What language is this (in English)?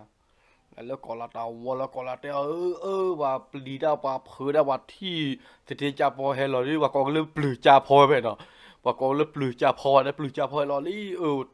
S'gaw Karen